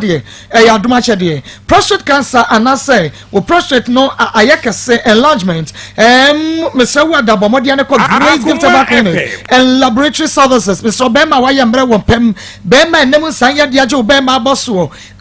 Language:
Akan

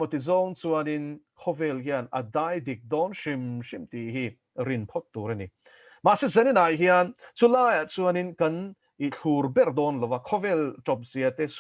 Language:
Mizo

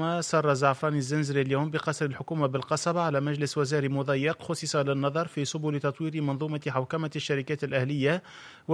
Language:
Tunisian Arabic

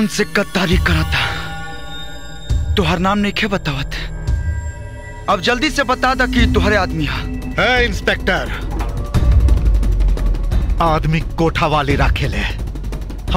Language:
Bhojpuri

